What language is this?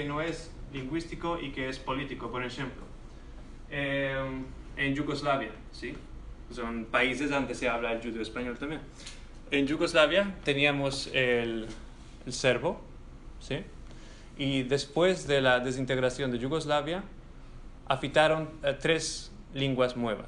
Ladino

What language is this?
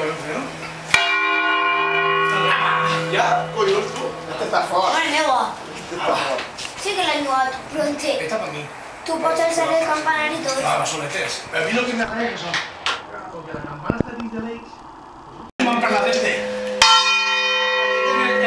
Catalan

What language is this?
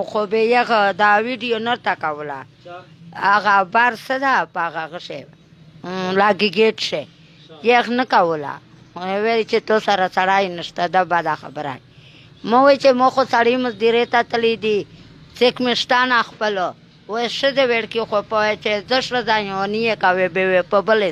Pashto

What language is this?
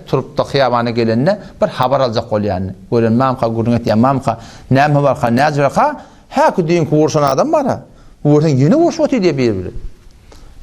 Turkmen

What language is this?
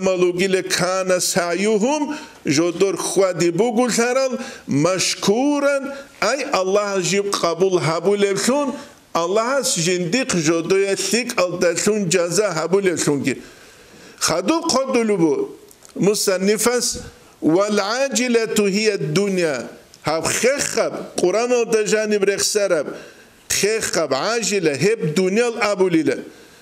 Avaric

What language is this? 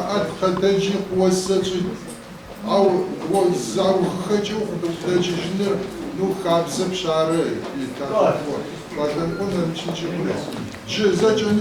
Adyghe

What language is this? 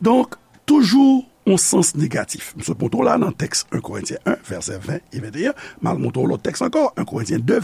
Haitian Creole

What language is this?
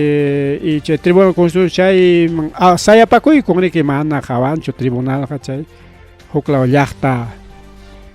Ayacucho Quechua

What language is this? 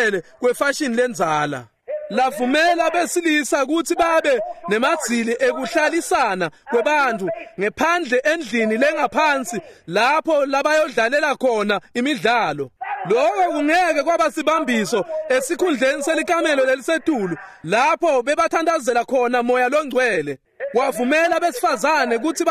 Swati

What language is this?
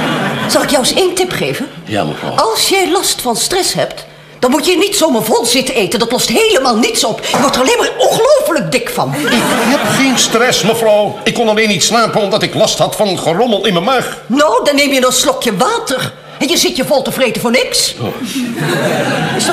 Dutch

